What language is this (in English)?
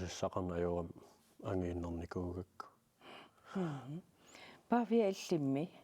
Kalaallisut